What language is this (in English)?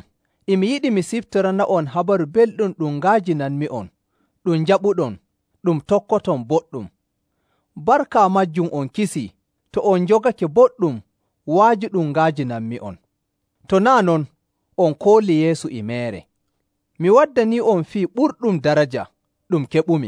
Nigerian Fulfulde